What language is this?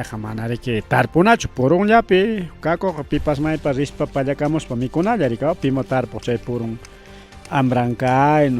Ayacucho Quechua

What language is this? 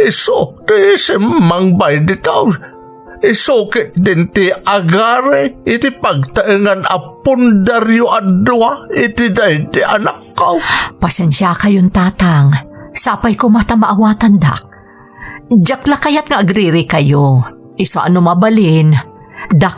Iloko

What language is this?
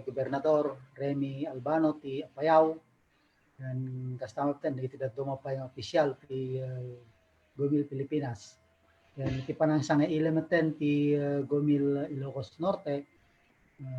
Iloko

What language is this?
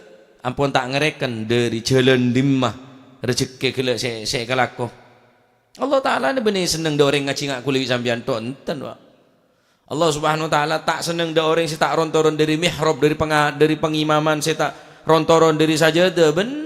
Madurese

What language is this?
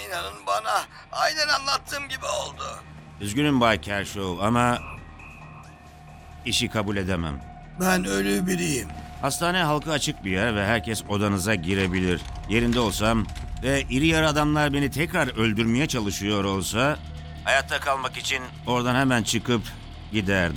Turkish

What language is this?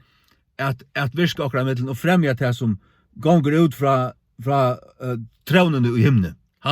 Faroese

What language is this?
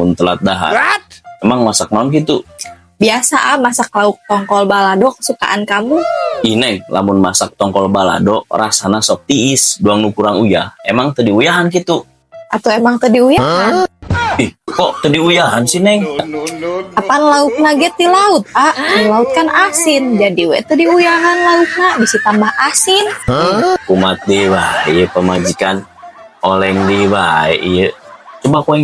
Sundanese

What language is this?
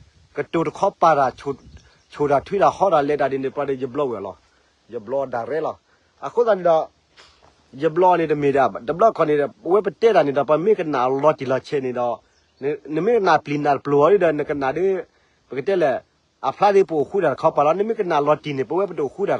S'gaw Karen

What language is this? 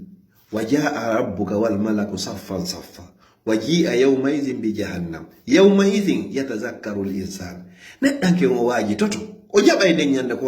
Fula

